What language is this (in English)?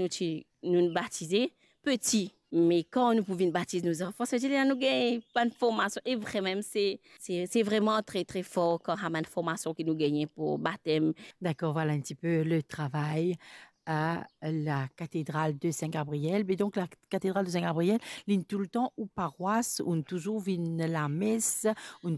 Morisyen